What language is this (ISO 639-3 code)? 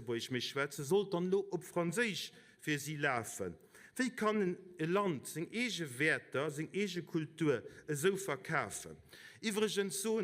ltz